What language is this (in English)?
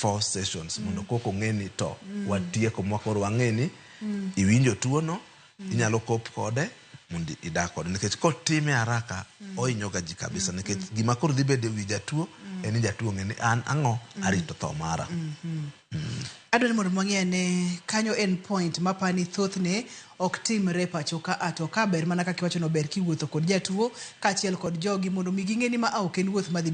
Luo (Kenya and Tanzania)